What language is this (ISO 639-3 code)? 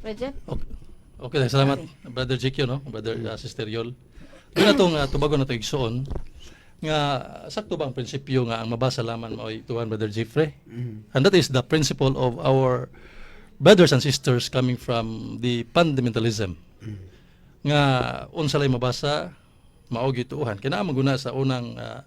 ceb